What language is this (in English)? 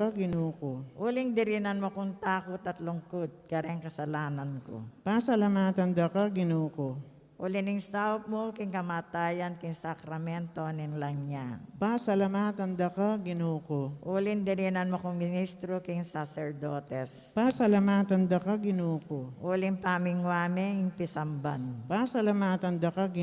Pampanga